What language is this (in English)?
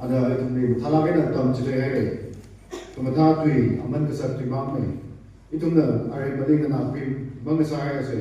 Tangkhul Naga (India)